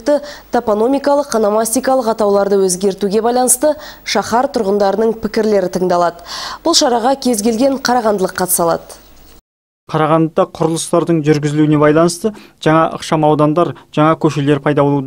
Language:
Kazakh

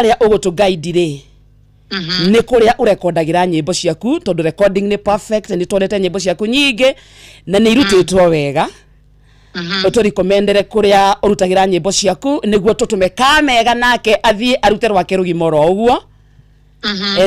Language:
Kikuyu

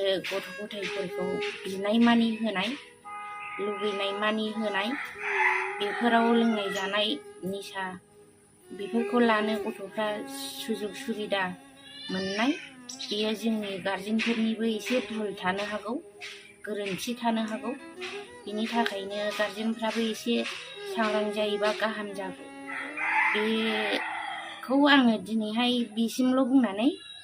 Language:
Bodo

